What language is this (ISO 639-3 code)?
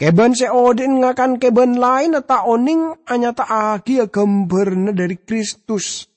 mad